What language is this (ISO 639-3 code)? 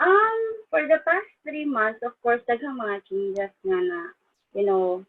ceb